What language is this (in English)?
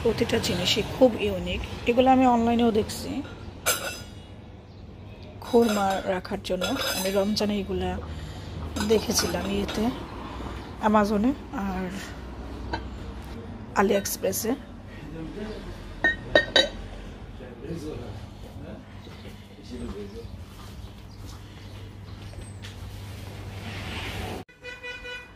Bangla